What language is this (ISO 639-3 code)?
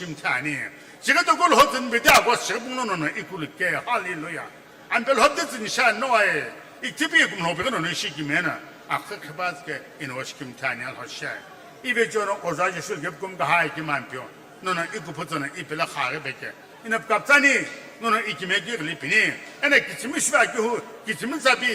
nsm